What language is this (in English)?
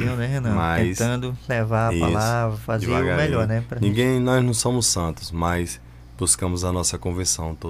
Portuguese